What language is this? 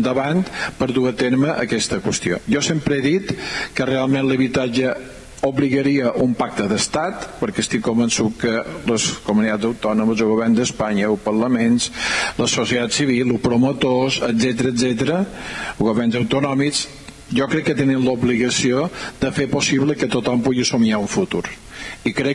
Catalan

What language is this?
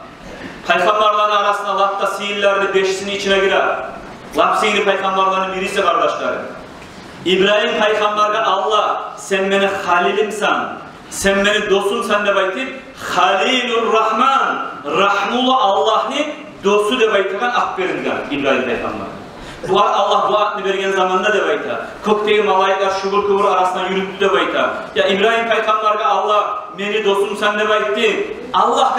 Kumyk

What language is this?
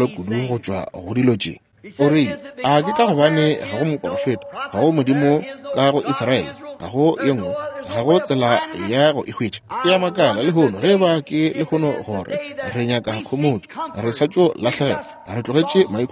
Northern Sotho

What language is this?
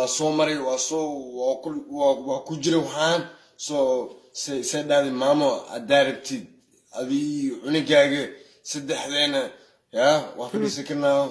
Somali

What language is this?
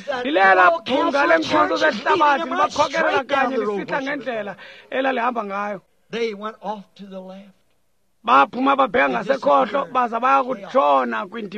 Xhosa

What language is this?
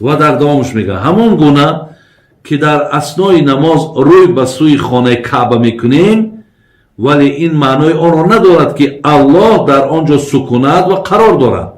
Tajik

